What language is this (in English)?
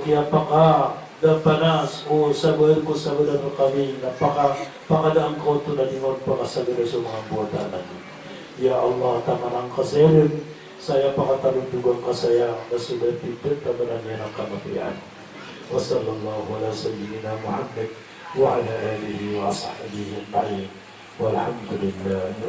Maranao